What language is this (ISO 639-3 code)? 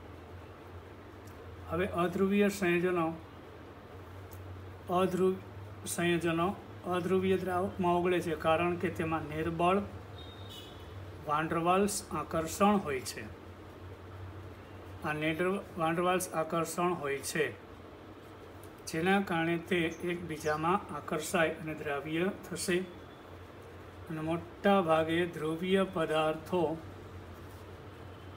guj